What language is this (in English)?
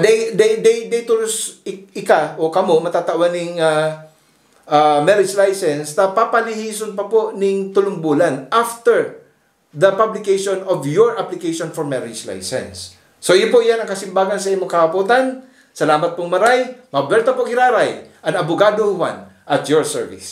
Bikol